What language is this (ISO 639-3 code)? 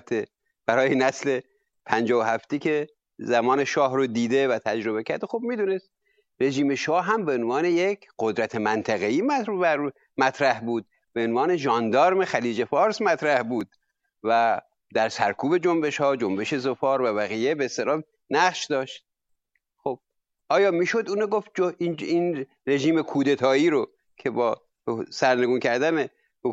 fas